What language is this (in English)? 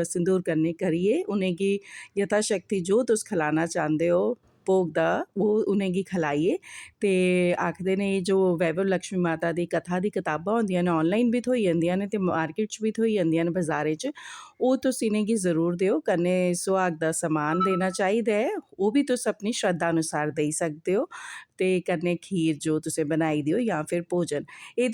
Dogri